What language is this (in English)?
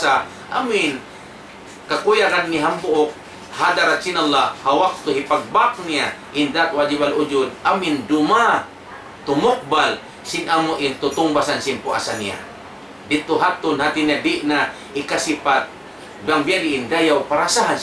Tausug